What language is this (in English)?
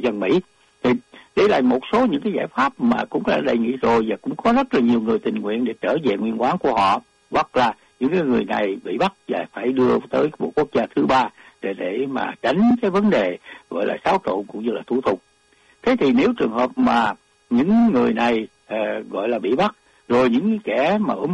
Vietnamese